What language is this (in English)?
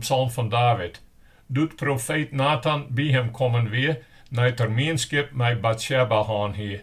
Western Frisian